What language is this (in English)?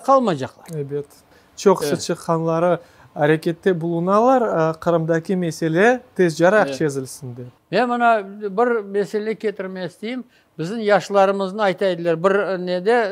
Crimean Tatar